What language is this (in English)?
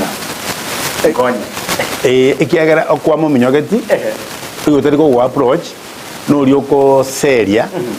Gusii